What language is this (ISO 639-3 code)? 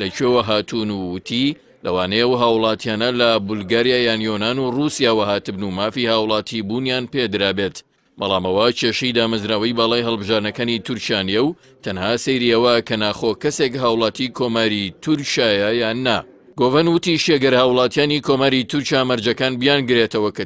ckb